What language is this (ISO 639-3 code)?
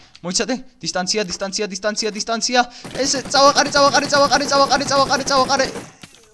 kat